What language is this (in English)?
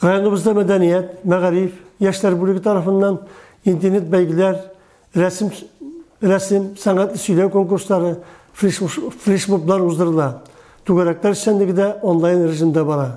Tatar